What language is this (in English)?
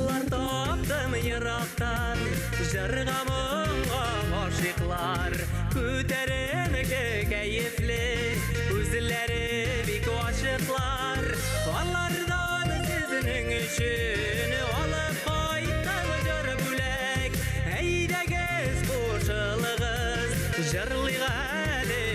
Bashkir